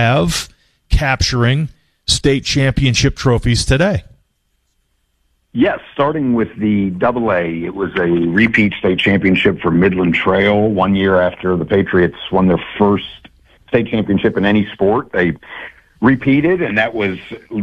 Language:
English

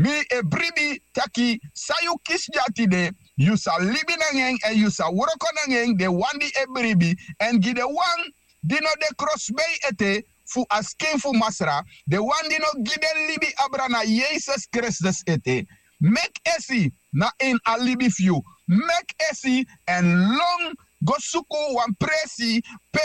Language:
Sranan Tongo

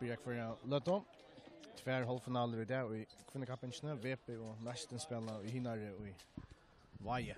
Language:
Faroese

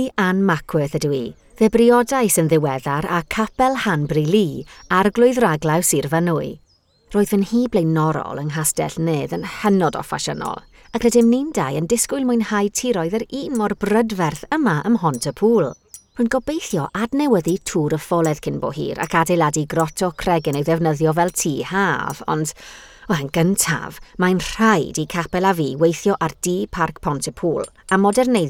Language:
Welsh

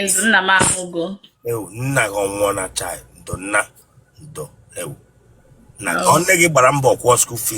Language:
Igbo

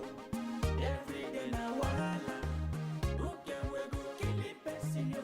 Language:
Nigerian Pidgin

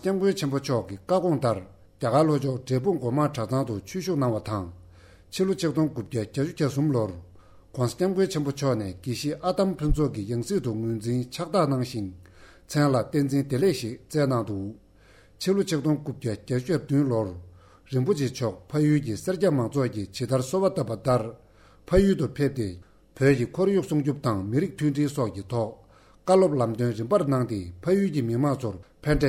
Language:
Tibetan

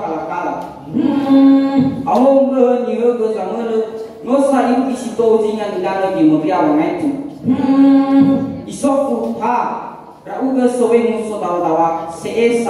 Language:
Nias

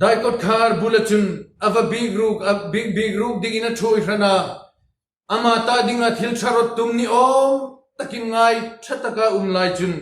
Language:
Hmar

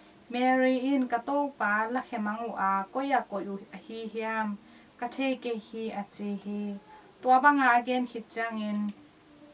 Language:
Tedim Chin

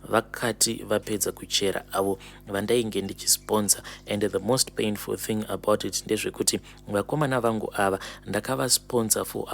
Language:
Shona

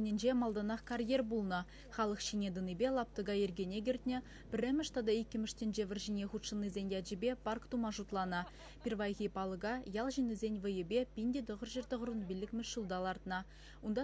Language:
Chuvash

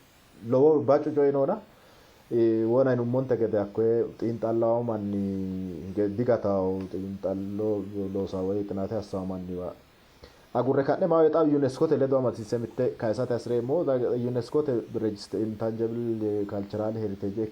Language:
Sidamo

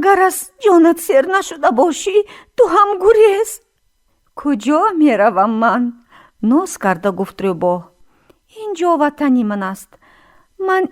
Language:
Tajik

